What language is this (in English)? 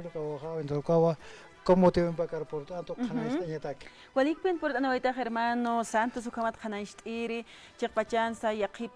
Aymara